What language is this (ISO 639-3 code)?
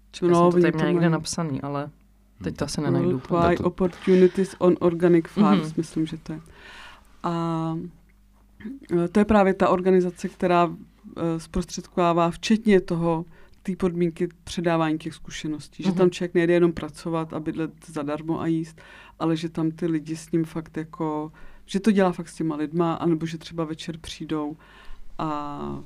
ces